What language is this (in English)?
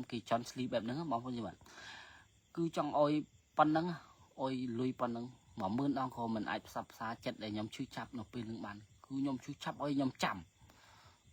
Khmer